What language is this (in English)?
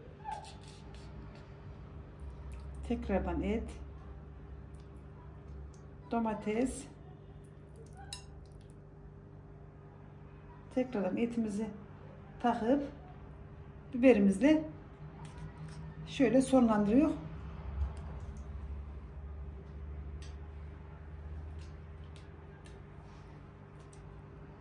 Turkish